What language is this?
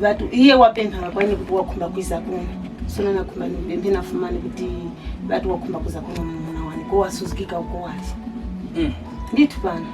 Tumbuka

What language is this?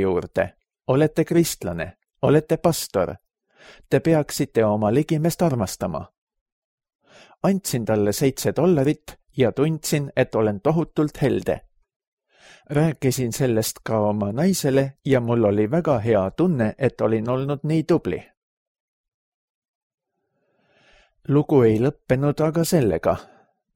Estonian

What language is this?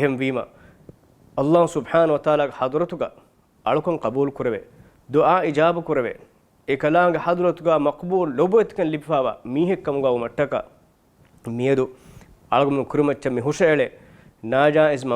Divehi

